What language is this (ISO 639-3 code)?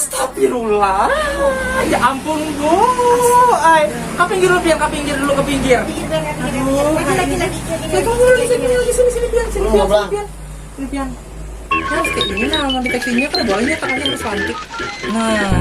bjn